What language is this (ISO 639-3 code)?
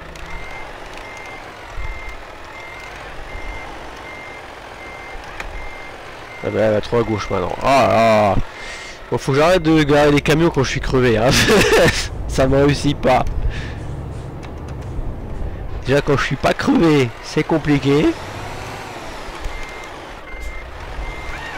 fra